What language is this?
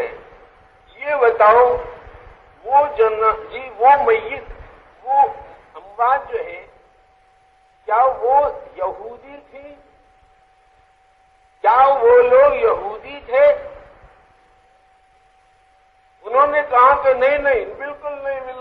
Urdu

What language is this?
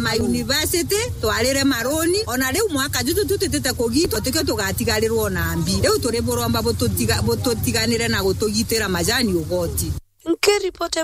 Meru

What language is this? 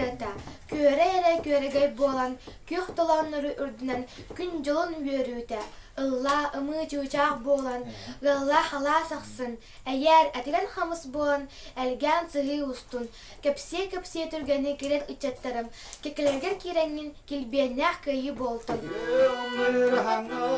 Yakut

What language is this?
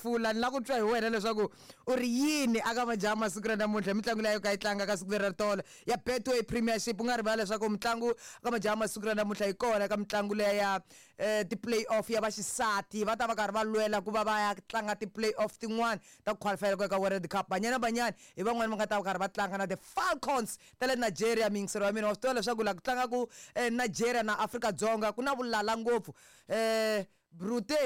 Tsonga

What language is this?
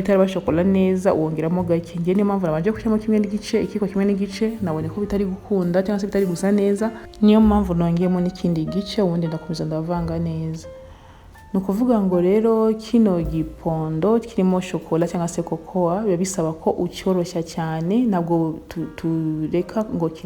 Kinyarwanda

